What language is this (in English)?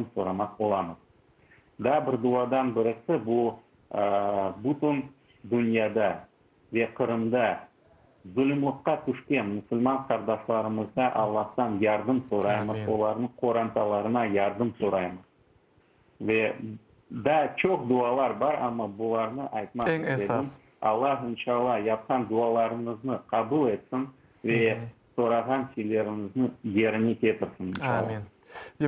Crimean Tatar